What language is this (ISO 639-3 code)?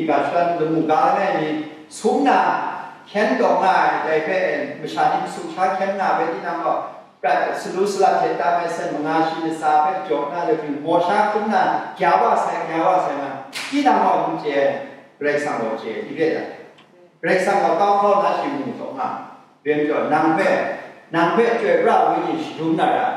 kac